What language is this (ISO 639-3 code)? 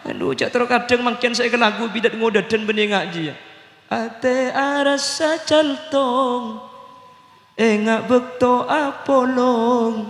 mad